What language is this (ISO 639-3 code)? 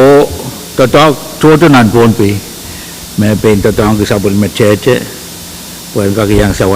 pon